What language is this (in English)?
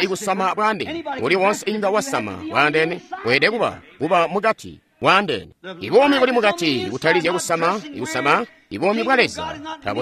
Tonga (Zambia)